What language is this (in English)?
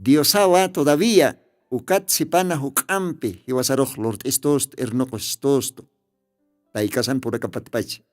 Aymara